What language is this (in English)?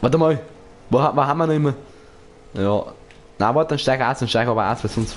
Bavarian